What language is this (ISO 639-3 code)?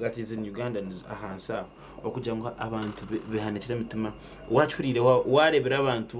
nyn